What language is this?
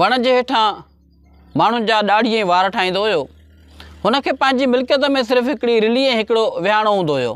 Sindhi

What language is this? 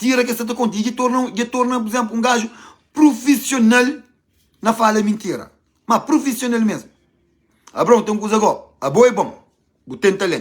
Kabuverdianu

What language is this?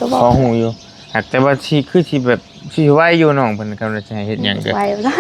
Northeastern Thai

